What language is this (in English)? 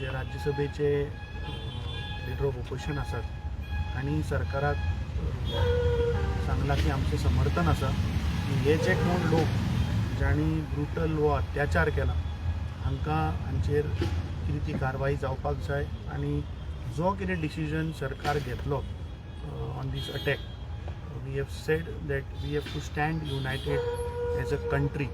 Konkani